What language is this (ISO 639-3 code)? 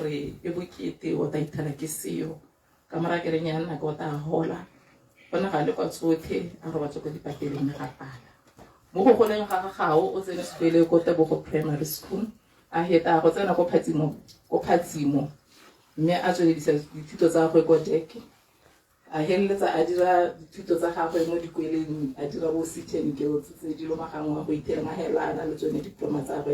tsn